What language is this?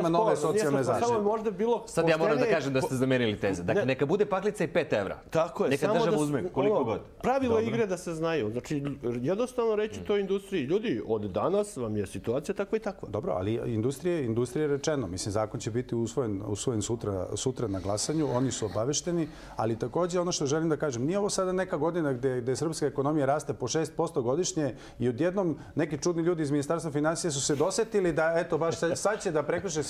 Serbian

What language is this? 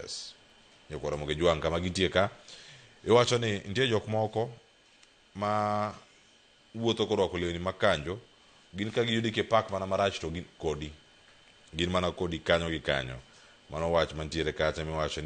Luo (Kenya and Tanzania)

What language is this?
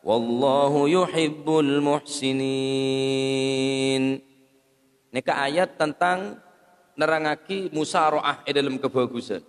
Madurese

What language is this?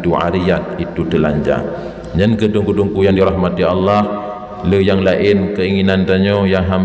Achinese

